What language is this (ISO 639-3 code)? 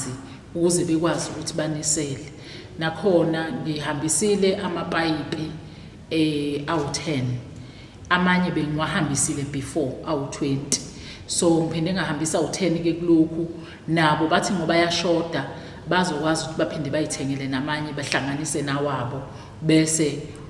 zul